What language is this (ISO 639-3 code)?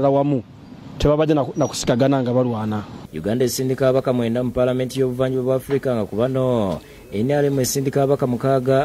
lug